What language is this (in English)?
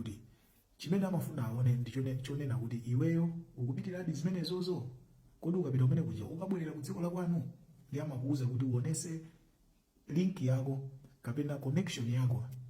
Nyanja